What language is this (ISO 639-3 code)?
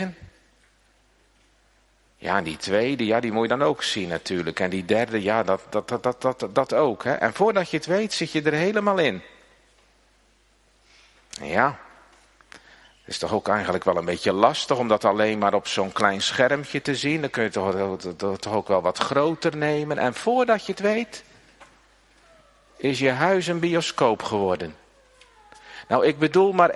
nld